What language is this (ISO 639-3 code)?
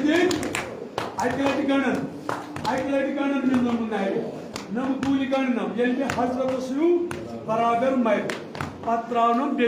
kas